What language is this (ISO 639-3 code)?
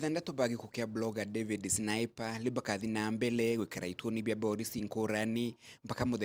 mer